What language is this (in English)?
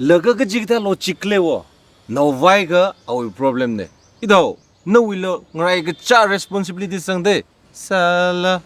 Tangkhul Naga (India)